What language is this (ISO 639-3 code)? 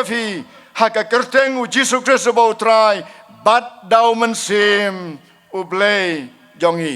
kha